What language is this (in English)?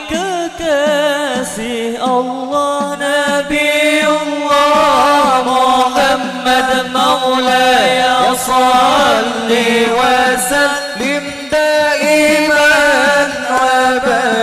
Banjar